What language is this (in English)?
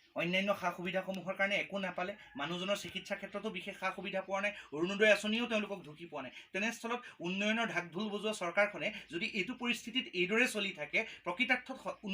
Assamese